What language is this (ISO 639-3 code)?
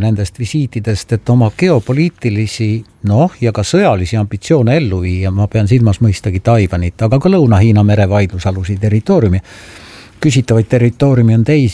est